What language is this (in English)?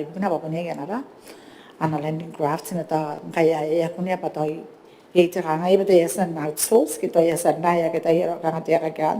Gilbertese